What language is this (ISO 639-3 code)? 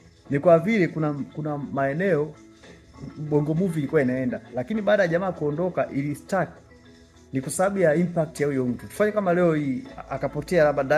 swa